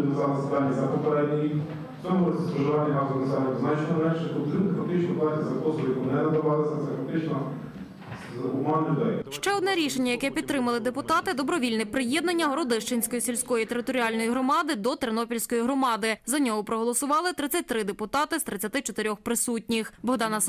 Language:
Ukrainian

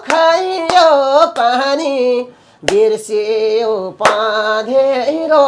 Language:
Nepali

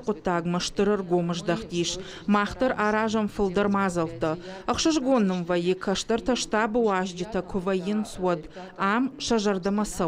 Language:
Ossetic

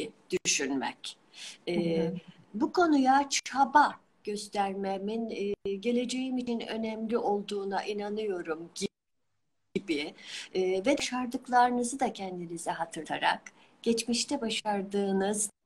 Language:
Turkish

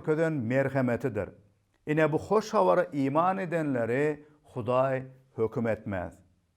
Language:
Turkmen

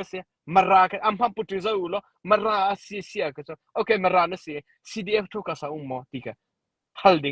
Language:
Hakha Chin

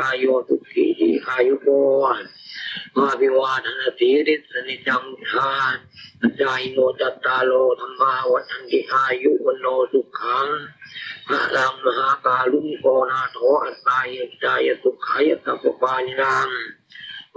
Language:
Pali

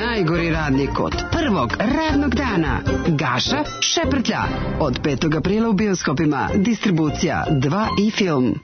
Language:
Serbian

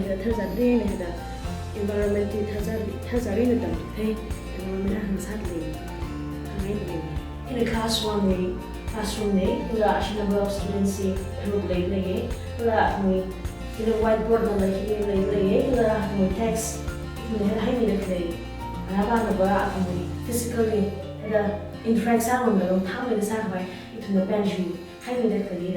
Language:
Tangkhul Naga (India)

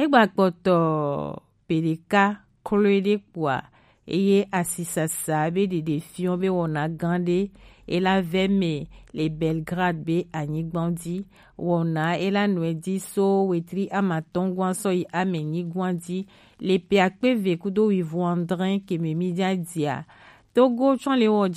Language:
Gen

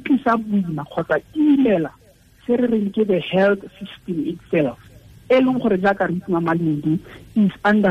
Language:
Tswana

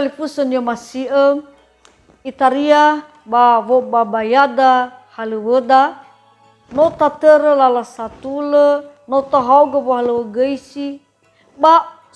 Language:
Nias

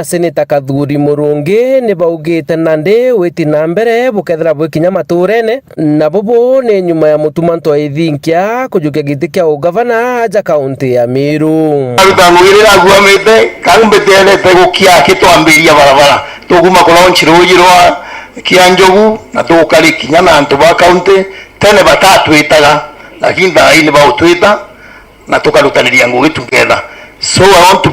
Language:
Meru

